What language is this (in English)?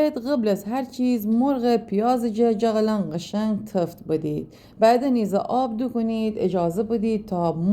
Gilaki